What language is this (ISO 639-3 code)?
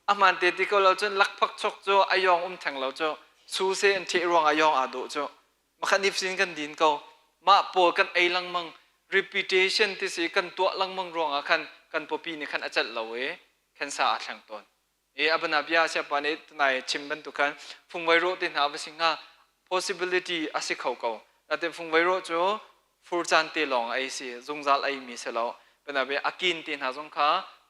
cnh